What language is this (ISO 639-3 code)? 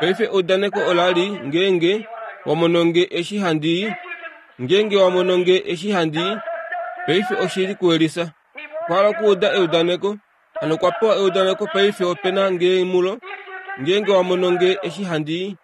kua